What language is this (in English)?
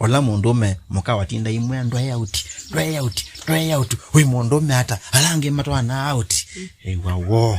Kamba